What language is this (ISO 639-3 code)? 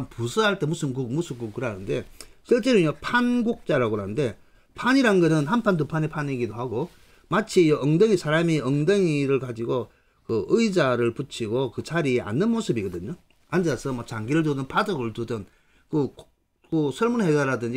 kor